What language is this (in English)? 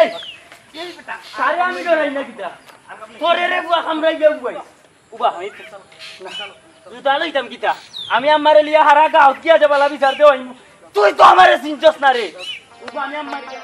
Sylheti